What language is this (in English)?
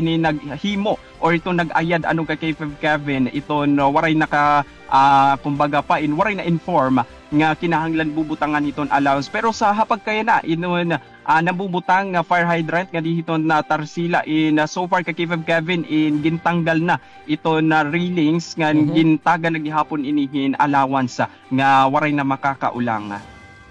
Waray